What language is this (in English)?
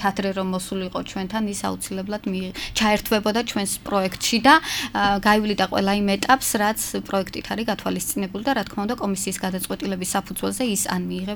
Georgian